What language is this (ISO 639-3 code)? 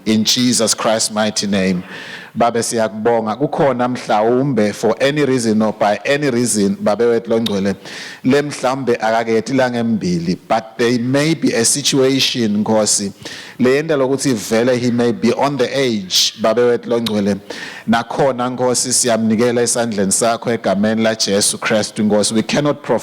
ssw